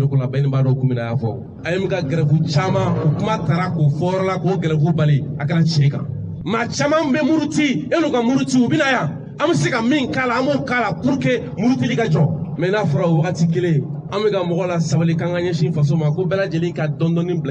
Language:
Bambara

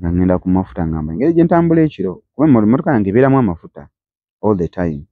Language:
Ganda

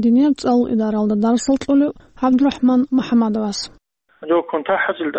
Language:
Avaric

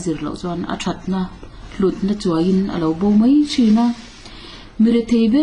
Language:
Mizo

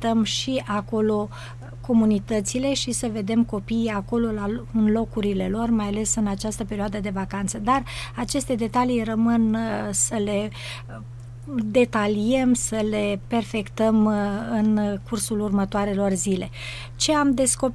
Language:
Romanian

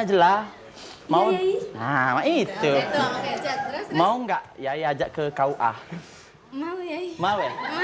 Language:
Musi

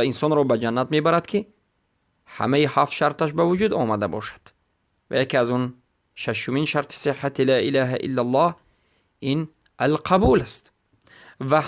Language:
Persian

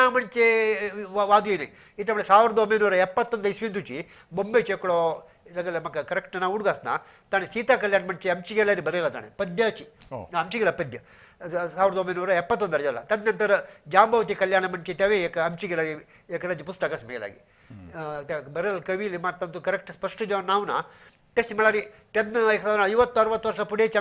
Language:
Konkani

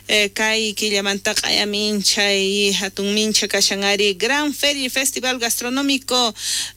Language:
South Bolivian Quechua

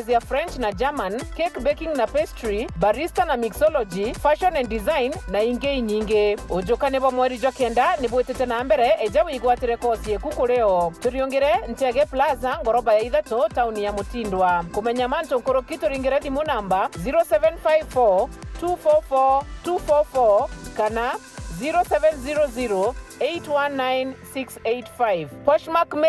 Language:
Meru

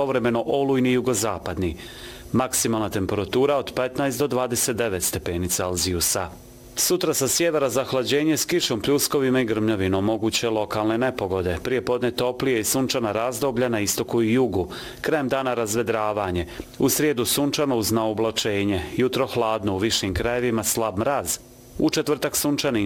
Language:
Bosnian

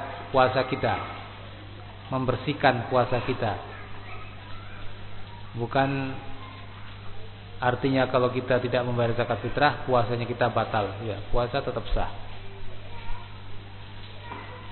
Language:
Indonesian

